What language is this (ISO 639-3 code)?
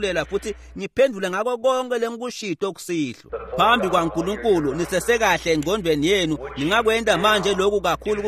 ssw